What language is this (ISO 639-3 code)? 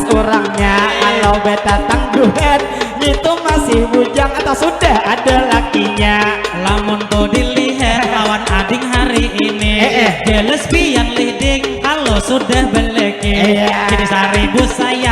bjn